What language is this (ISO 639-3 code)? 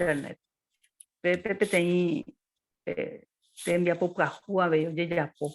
grn